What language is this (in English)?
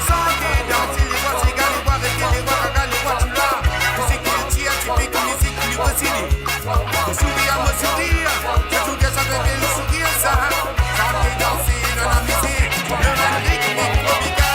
Morisyen